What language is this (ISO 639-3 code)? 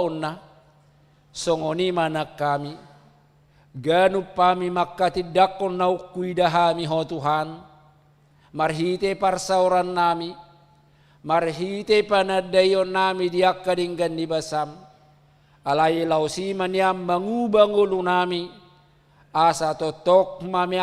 bbc